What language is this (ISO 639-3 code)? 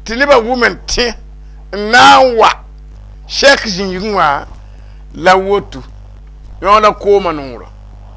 mos